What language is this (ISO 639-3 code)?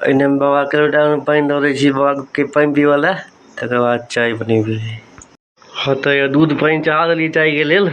mai